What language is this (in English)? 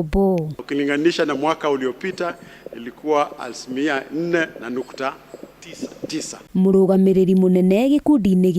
Kikuyu